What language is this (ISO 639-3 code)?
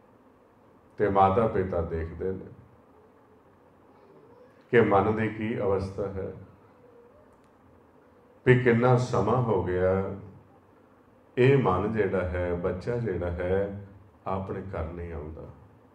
pan